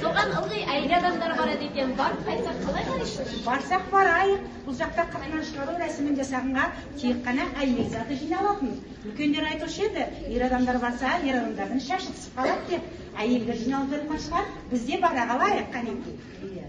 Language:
Kazakh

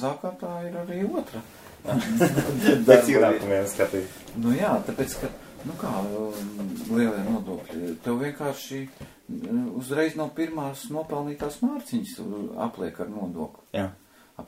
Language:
Latvian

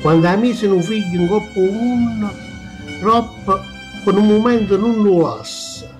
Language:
Neapolitan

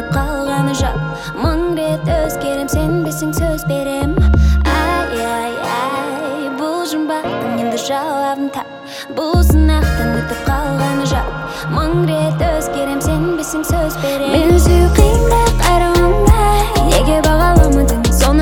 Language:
Kazakh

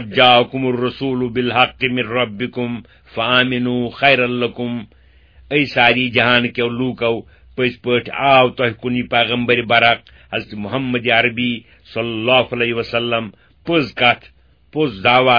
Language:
Kashmiri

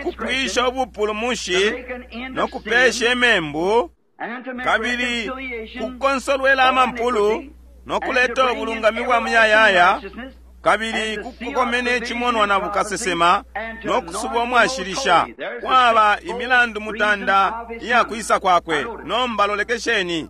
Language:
Bemba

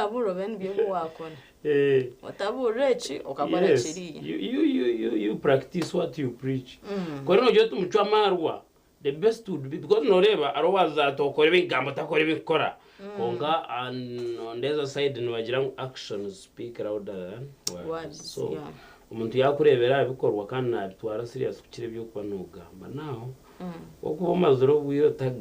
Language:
Nyankole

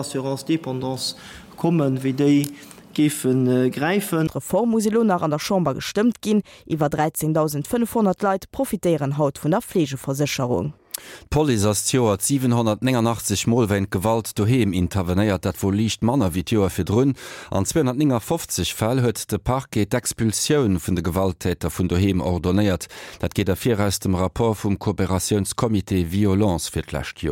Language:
Luxembourgish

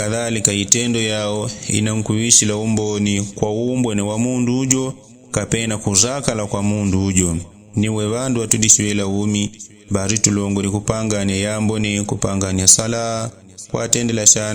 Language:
Yao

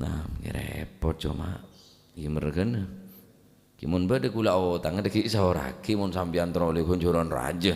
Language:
Madurese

